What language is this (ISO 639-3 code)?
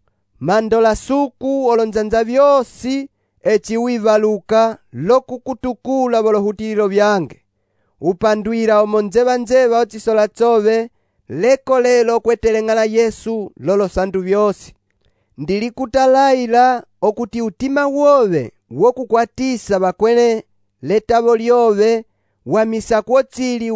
umb